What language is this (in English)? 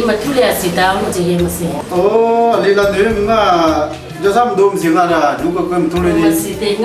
Akha